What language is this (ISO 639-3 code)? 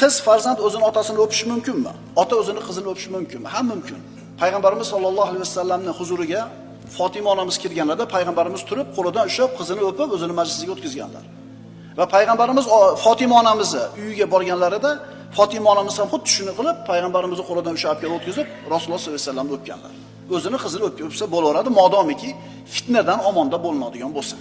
uzb